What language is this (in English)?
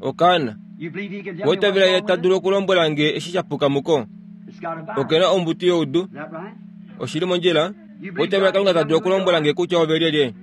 Kuanyama